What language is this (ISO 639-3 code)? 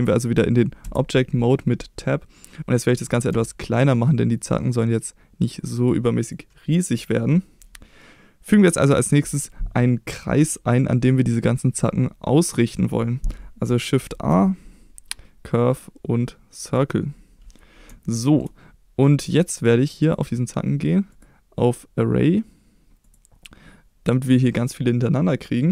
deu